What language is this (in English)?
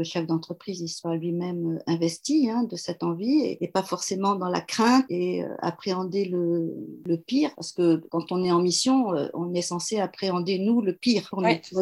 French